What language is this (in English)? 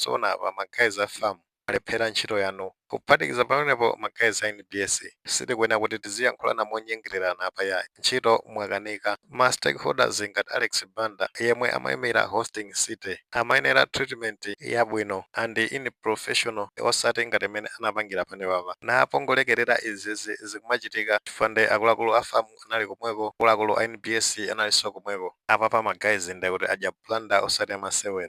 Nyanja